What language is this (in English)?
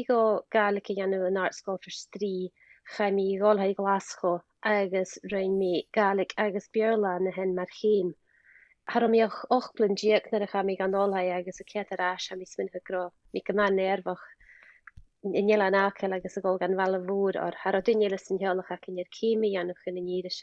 Scottish Gaelic